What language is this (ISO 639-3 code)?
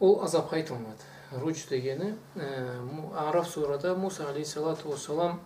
krc